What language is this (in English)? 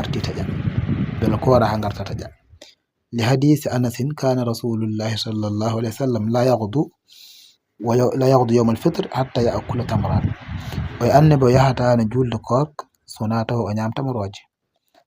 Fula